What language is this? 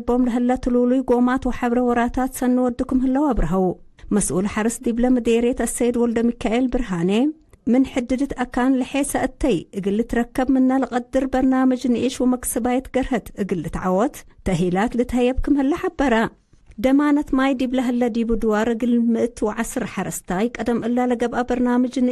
Tigre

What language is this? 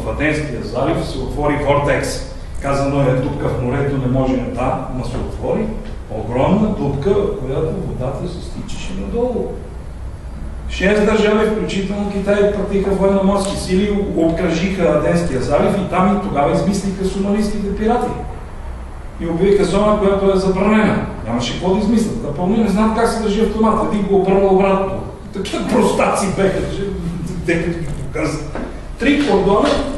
Bulgarian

